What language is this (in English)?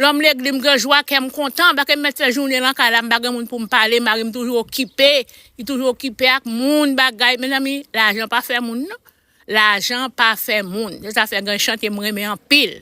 Haitian Creole